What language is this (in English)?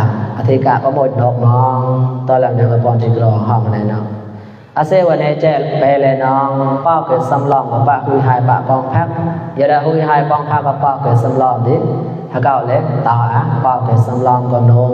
Mon